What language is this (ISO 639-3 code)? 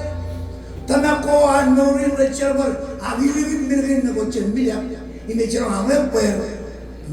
mah